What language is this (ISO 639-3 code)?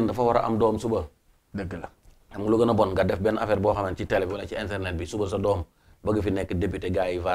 wol